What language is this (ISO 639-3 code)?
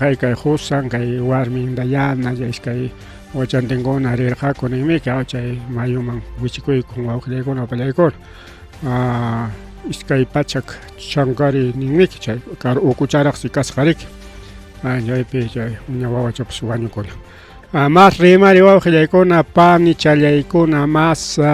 quy